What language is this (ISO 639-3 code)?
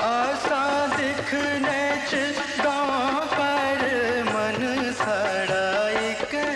doi